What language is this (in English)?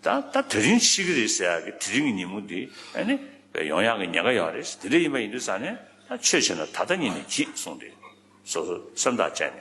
Tibetan